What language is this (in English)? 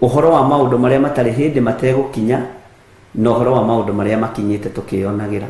Kikuyu